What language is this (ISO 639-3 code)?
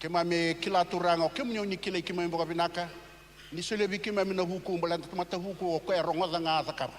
fij